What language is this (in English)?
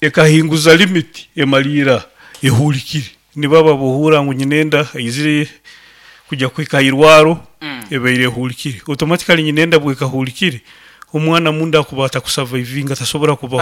Nyankole